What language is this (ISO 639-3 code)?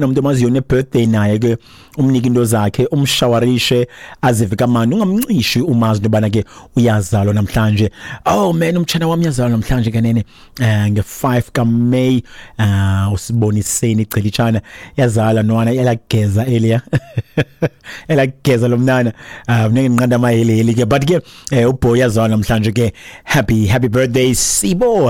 xho